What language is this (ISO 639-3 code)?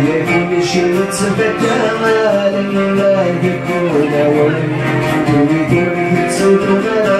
kab